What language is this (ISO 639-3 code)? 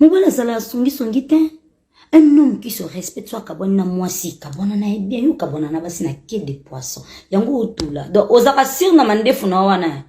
lin